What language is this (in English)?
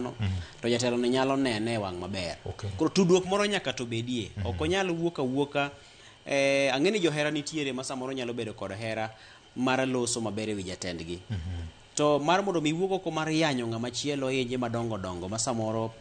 Luo (Kenya and Tanzania)